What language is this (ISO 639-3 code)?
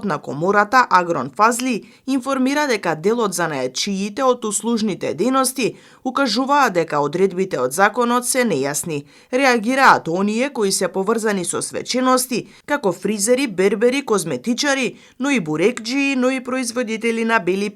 mkd